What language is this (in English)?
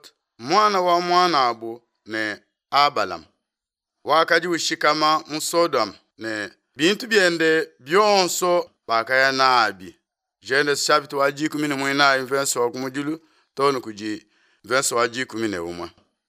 Luba-Lulua